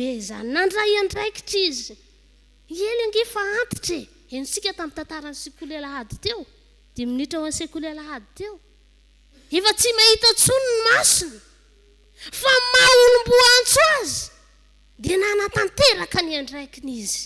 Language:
Malagasy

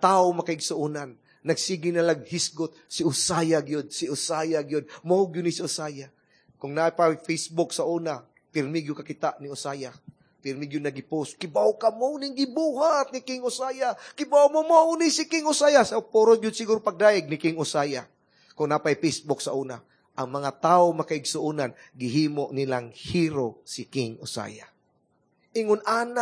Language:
Cebuano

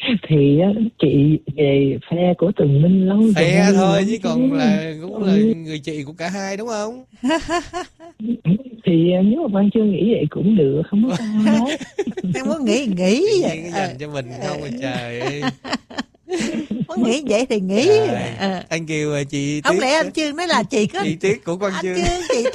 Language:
Vietnamese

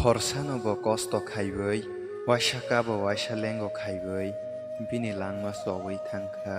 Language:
Kok Borok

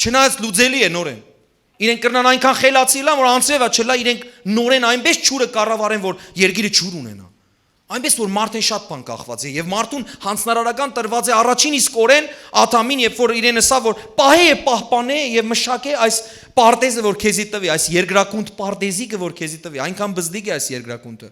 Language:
Western Armenian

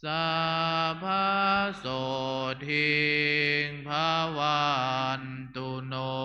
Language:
Pali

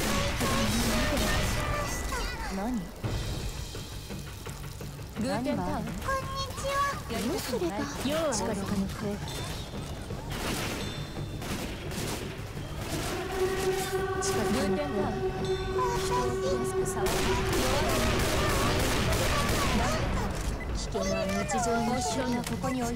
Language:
Japanese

